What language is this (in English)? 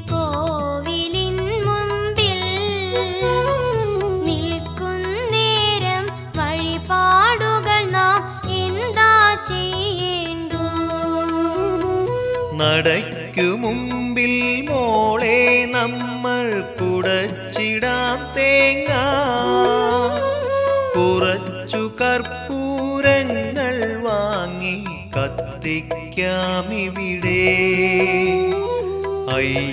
Malayalam